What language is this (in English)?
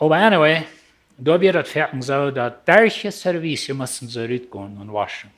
Plautdietsch